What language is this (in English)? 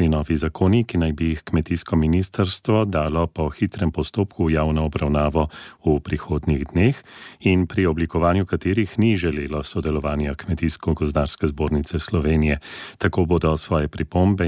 Slovenian